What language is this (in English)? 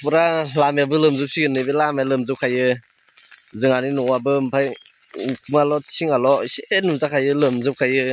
Bodo